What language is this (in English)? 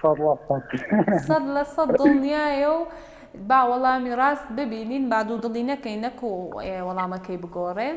Central Kurdish